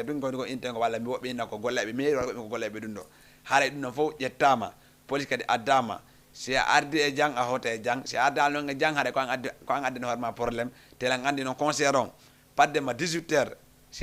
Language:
Fula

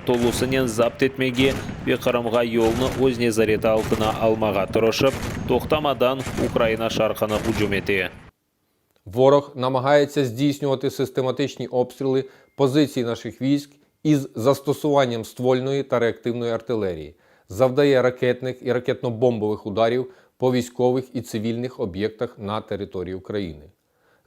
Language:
Crimean Tatar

